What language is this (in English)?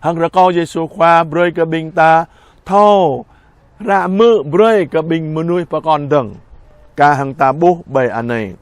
Jarai